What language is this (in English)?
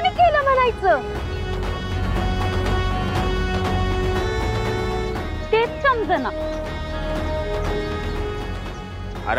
Marathi